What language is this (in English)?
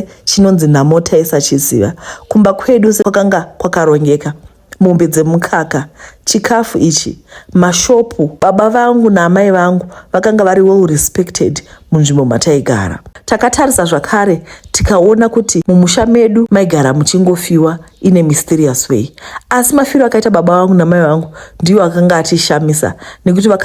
Shona